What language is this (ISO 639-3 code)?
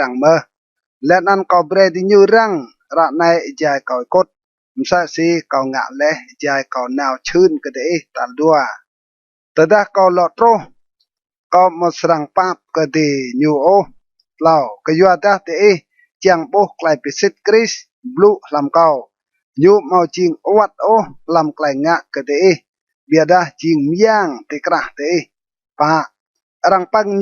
rad